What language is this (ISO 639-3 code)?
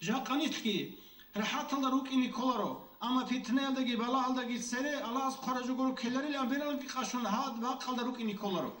ava